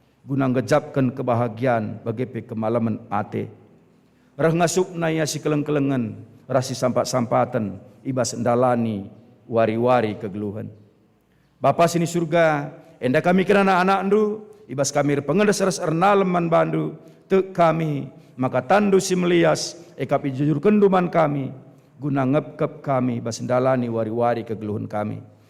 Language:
Batak Karo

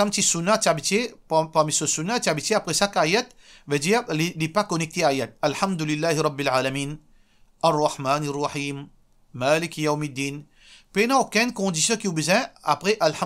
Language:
Morisyen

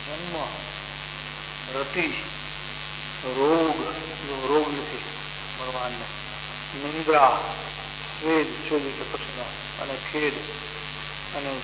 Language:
Gujarati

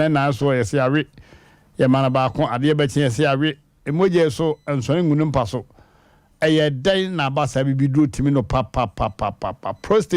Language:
Akan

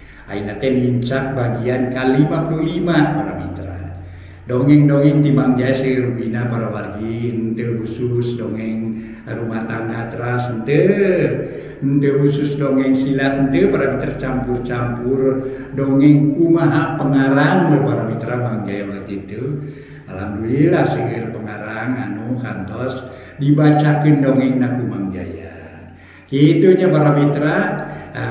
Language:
Sundanese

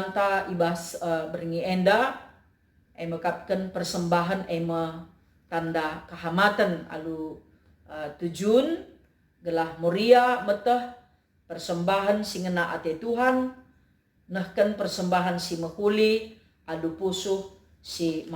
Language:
Batak Karo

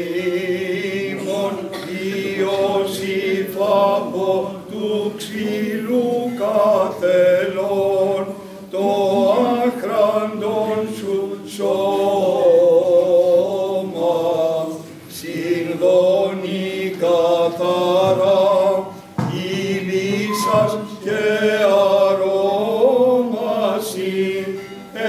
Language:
Greek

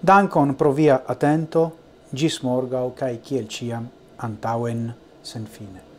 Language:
Esperanto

